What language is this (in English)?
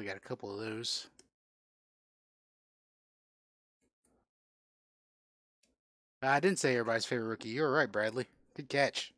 English